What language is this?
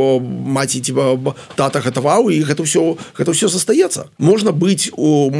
Belarusian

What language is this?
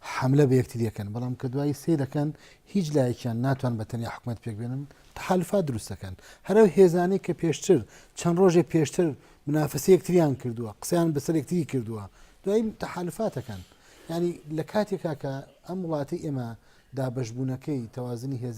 Central Kurdish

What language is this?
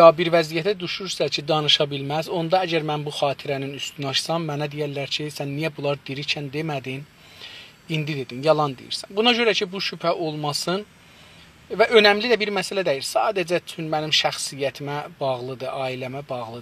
South Azerbaijani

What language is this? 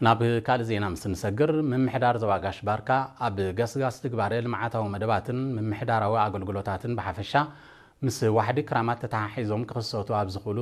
Tigrinya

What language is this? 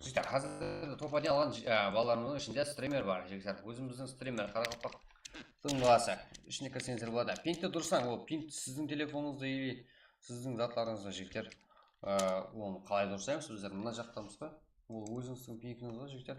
Kara-Kalpak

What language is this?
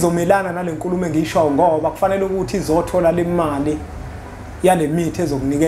Zulu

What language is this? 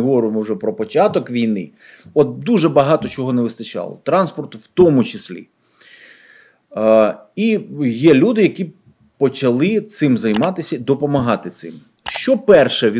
Ukrainian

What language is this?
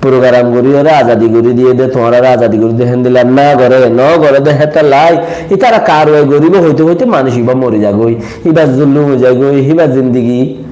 Rohingya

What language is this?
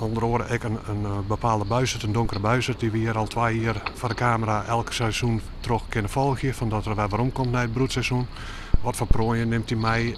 Western Frisian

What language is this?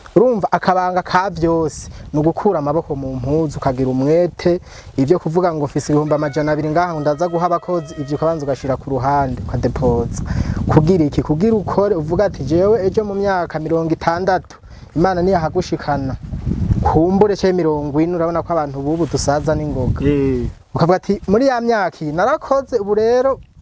Rundi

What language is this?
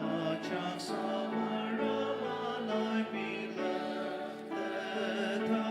Ao Naga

